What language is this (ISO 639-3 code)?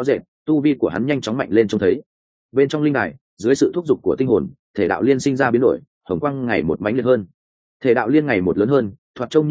vie